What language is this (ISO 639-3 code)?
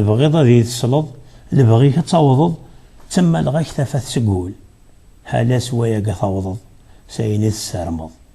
kab